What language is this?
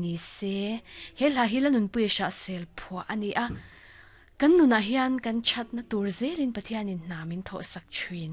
Mizo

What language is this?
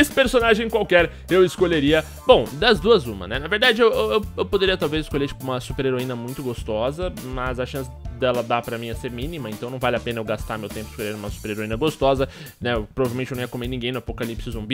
Portuguese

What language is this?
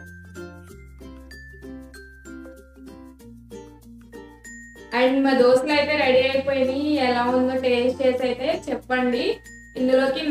Telugu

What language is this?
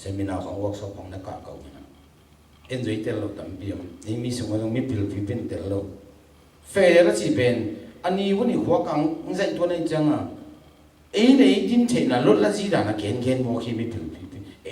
Tedim Chin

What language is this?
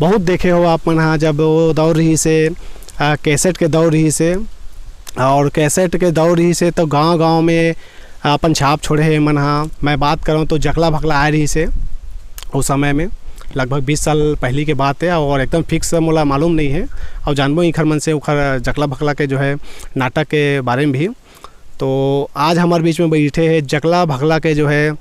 Chhattisgarhi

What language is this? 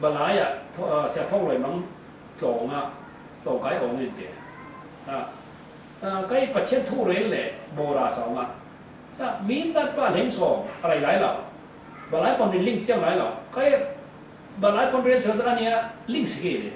Falam Chin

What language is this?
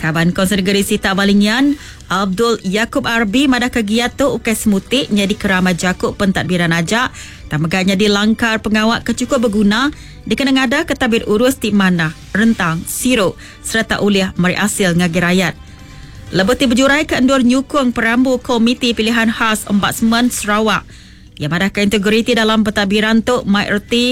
Iban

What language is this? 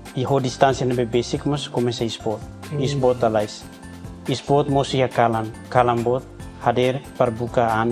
Tetum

